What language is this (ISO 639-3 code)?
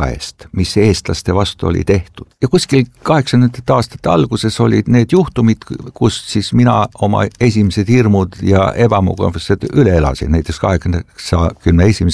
est